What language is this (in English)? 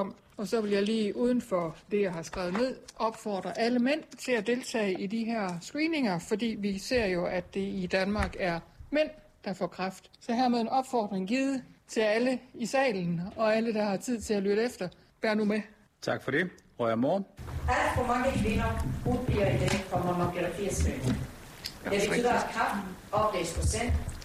Danish